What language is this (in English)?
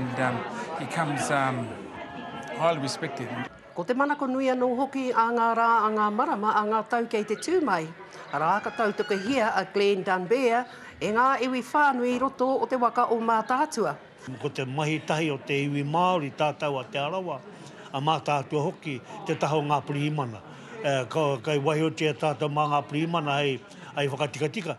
Māori